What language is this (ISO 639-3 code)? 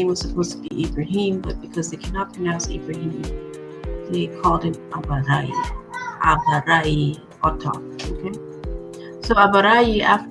ach